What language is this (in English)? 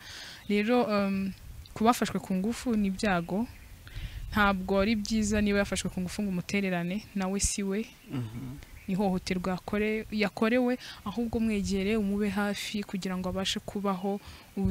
Kinyarwanda